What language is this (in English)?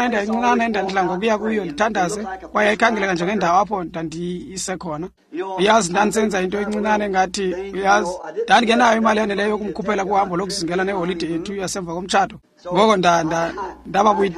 Xhosa